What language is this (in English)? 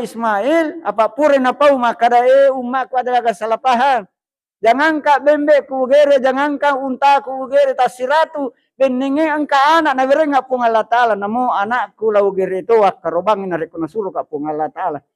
Buginese